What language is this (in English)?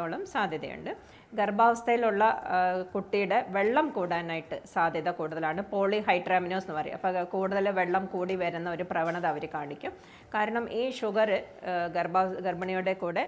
Malayalam